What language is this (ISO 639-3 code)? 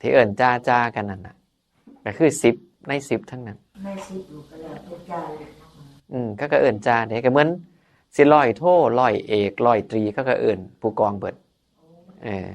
tts